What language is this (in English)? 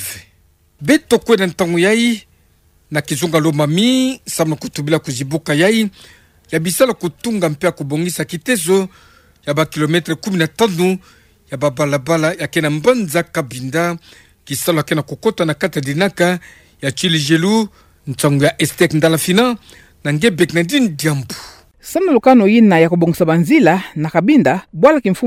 Kituba (Democratic Republic of Congo)